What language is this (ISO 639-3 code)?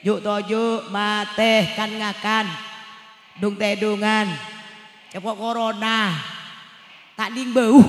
mad